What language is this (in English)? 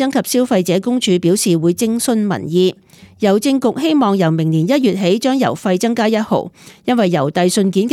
Cantonese